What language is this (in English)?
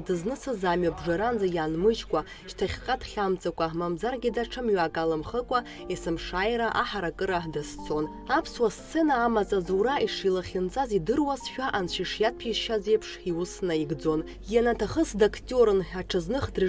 Abkhazian